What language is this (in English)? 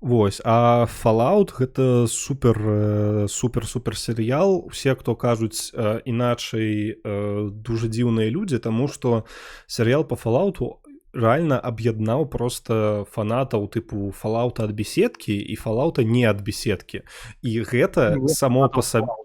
Belarusian